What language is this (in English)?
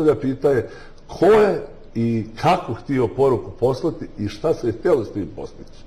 Bosnian